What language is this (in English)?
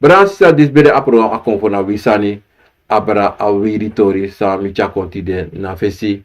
Sranan Tongo